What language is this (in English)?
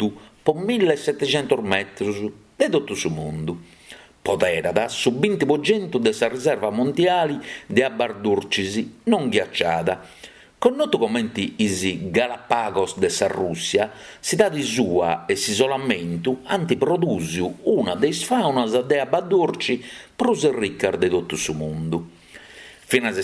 Sardinian